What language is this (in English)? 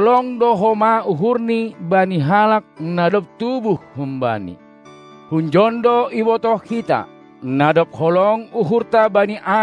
Batak Simalungun